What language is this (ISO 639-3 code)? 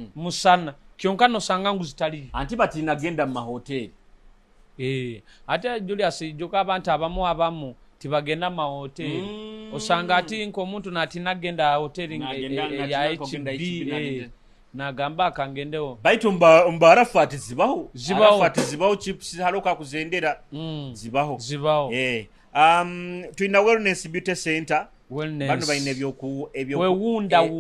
nyo